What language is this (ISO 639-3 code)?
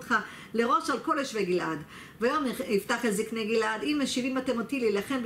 heb